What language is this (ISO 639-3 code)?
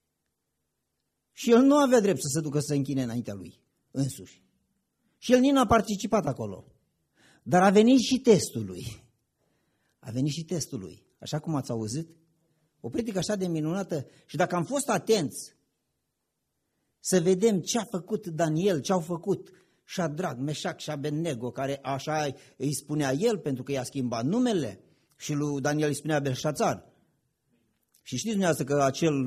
ron